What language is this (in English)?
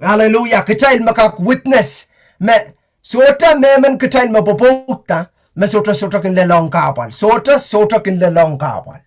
Pohnpeian